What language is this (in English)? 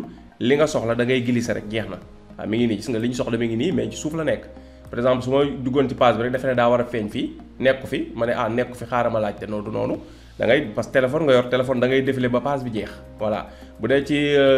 Wolof